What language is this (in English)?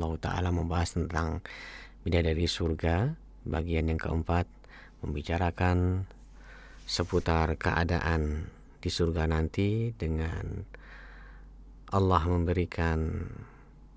Indonesian